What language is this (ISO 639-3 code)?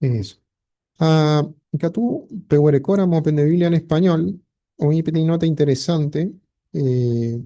grn